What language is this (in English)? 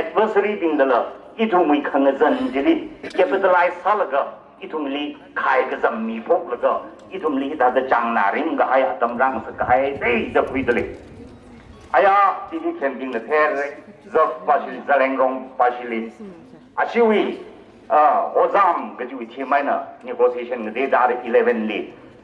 Tangkhul Naga (India)